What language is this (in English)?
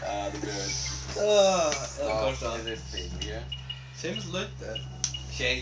Faroese